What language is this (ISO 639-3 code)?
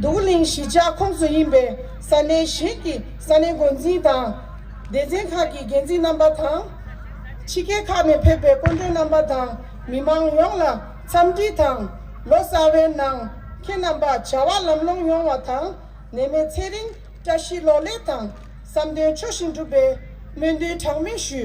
bod